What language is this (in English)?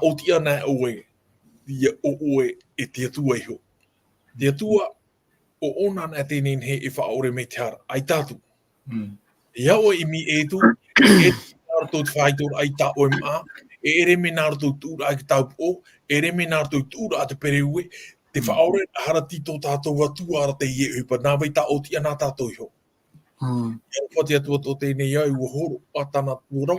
Tahitian